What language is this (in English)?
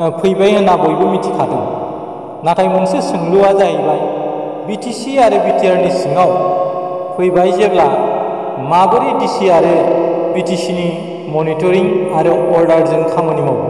Bodo